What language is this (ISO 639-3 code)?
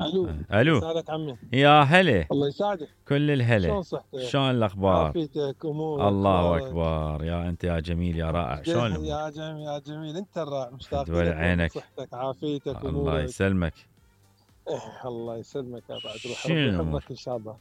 acm